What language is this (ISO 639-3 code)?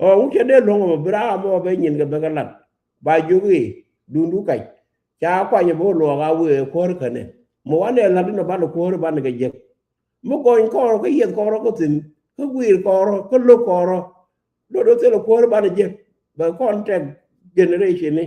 nus